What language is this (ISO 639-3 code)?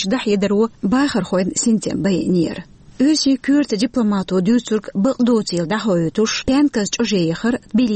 che